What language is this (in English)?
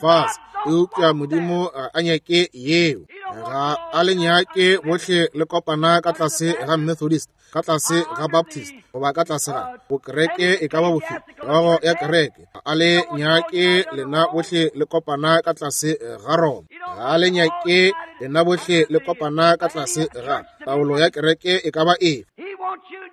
Northern Sotho